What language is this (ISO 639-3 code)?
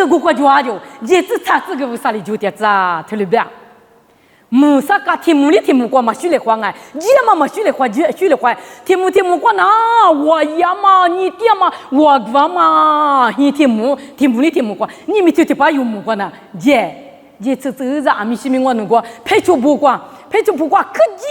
lis